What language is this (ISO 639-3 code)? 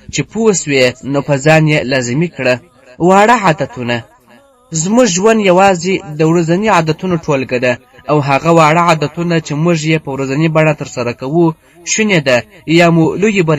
pus